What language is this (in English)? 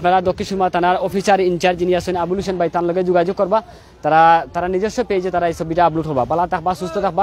Sylheti